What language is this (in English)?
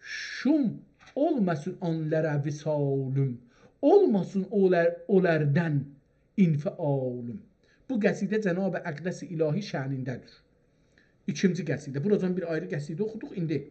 South Azerbaijani